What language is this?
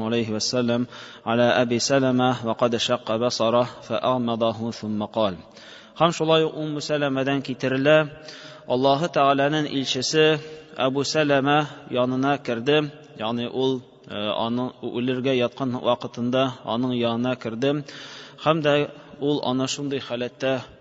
Tatar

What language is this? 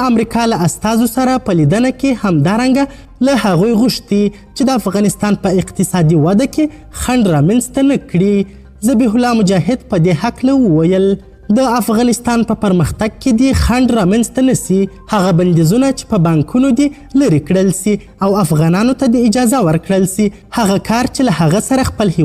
Pashto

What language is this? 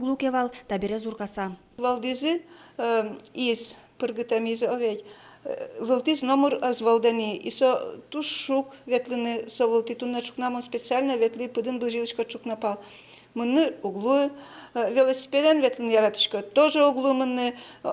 Udmurt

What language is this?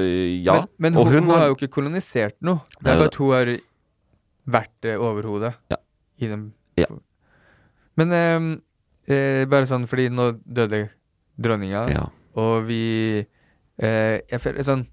Norwegian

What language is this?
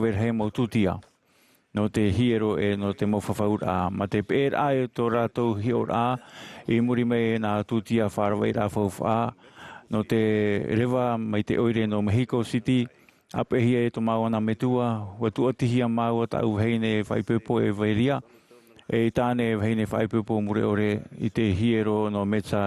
Tahitian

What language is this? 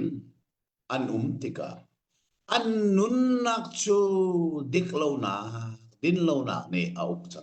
Hakha Chin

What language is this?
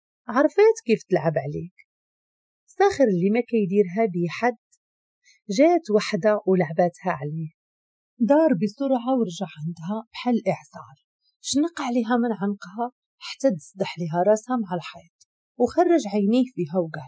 Moroccan Arabic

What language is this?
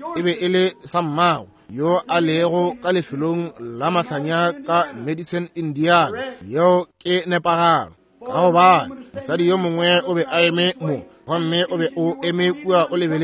Northern Sotho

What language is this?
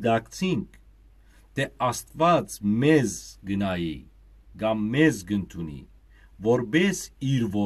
Western Armenian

